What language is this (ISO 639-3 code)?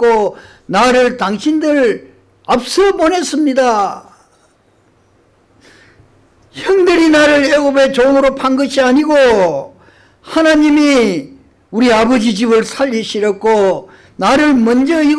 kor